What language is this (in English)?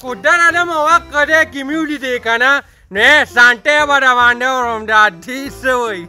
Pashto